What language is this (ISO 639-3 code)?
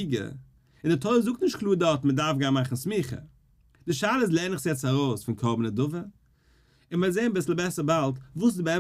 yid